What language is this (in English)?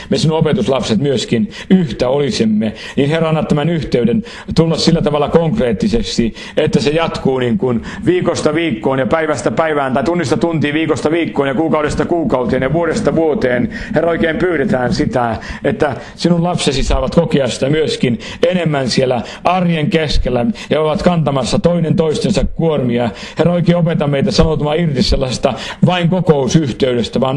Finnish